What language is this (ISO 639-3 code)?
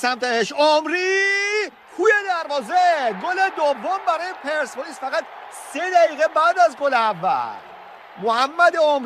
fas